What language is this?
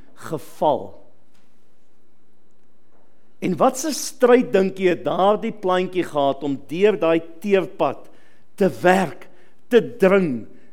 Afrikaans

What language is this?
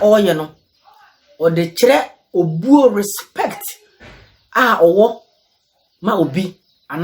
Akan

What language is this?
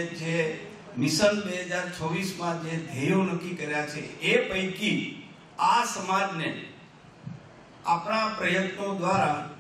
Gujarati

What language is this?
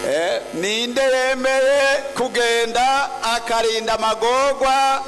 Rundi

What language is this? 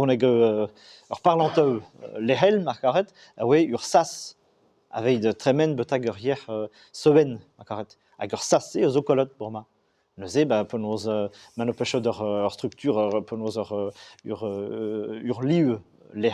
Breton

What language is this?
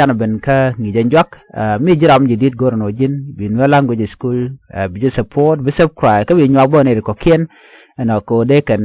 Nuer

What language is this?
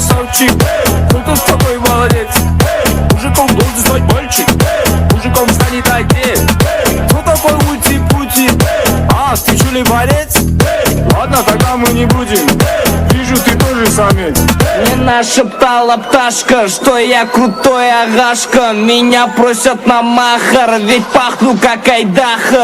Kara-Kalpak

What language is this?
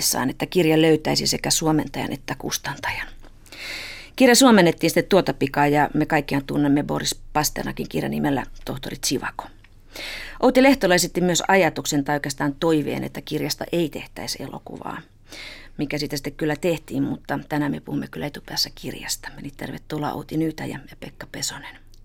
Finnish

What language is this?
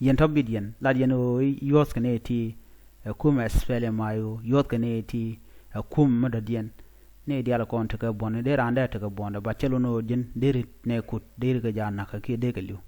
Nuer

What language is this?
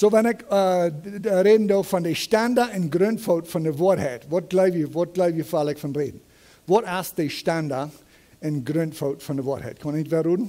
Plautdietsch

